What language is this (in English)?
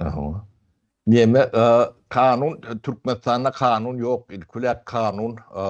Turkmen